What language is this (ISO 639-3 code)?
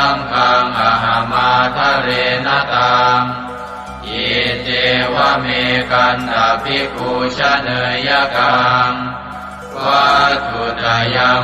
pli